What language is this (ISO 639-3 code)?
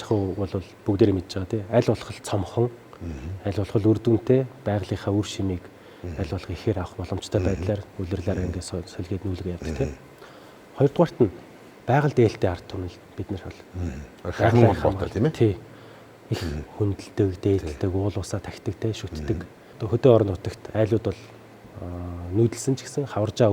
mon